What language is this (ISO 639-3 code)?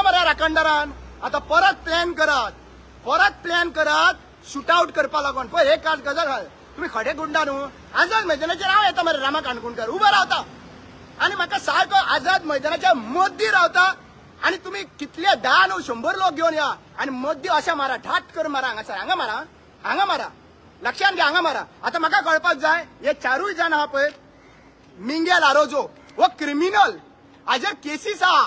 kok